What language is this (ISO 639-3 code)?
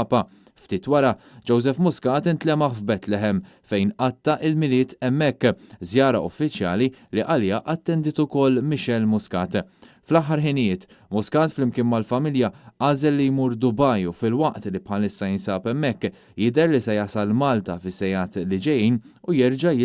mlt